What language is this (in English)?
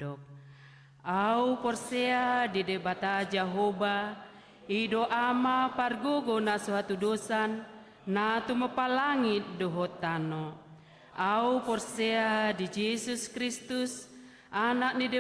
Batak Toba